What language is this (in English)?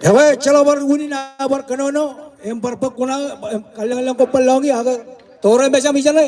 Marshallese